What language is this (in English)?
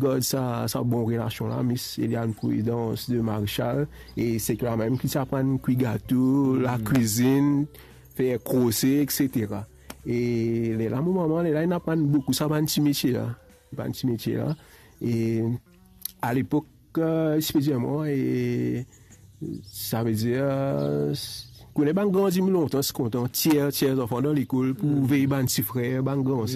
Morisyen